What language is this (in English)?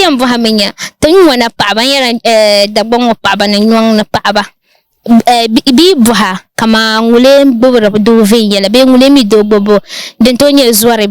Dagbani